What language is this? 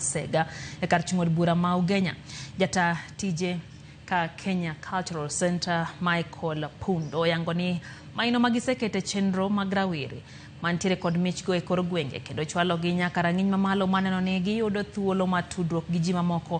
Luo (Kenya and Tanzania)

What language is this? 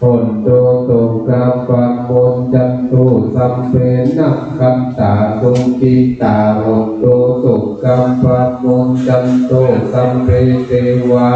Pali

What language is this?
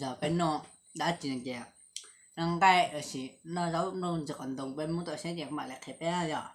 Hmong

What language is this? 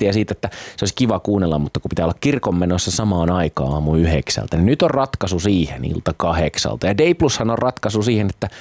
Finnish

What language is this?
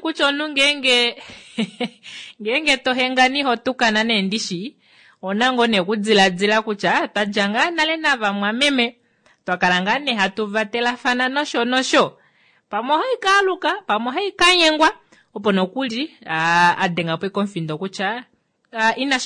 Kuanyama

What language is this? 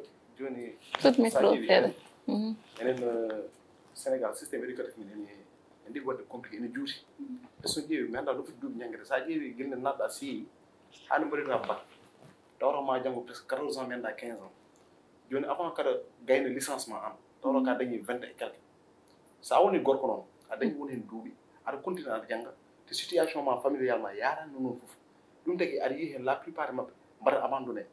Fula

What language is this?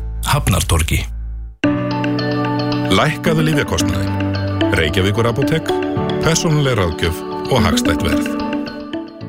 Icelandic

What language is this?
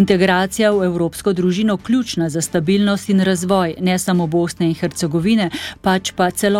Slovenian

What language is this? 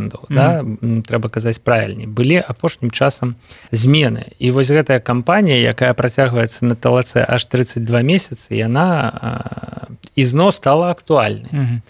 Belarusian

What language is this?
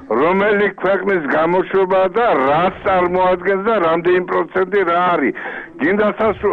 Georgian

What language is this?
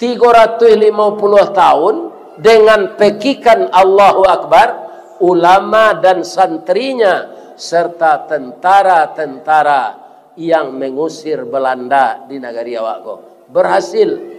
Minangkabau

